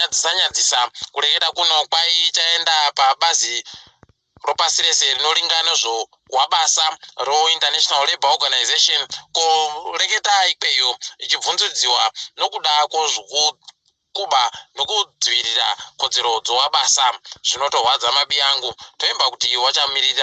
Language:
Ndau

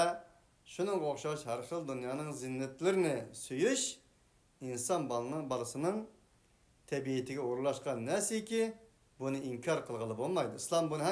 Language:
Uyghur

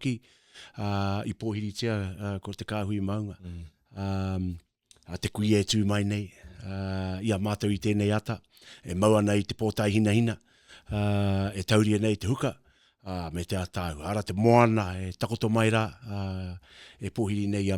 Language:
Māori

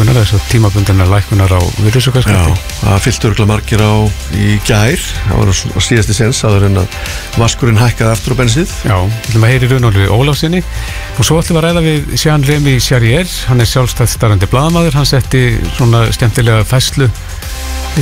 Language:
Icelandic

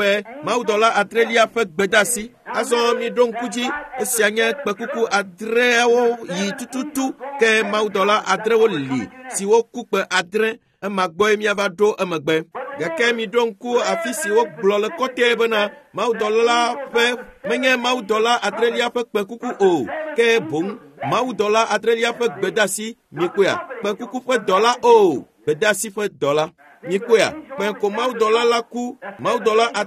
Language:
Ewe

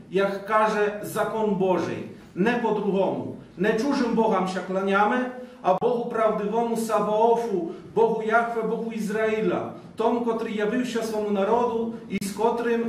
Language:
Rusyn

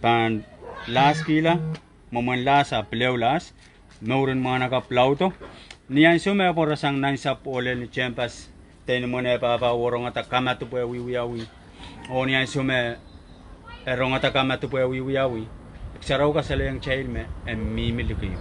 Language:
Pohnpeian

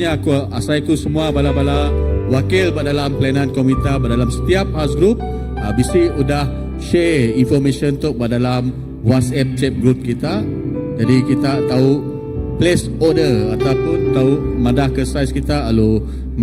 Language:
Iban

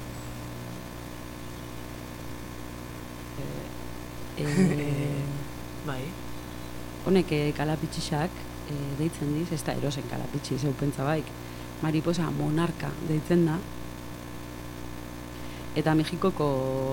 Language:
Basque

